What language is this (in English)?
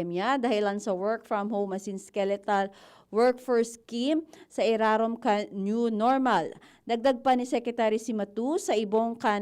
Bikol